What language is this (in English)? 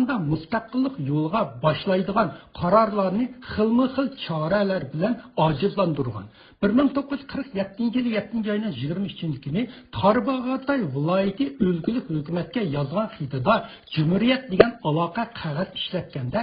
Uyghur